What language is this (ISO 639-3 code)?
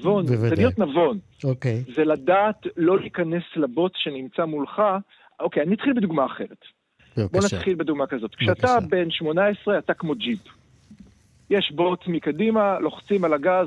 heb